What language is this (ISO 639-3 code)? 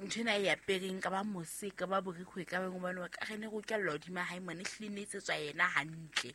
sot